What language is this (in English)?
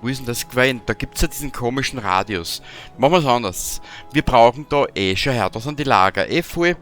Bavarian